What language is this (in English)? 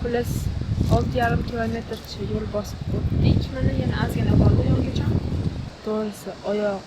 Uzbek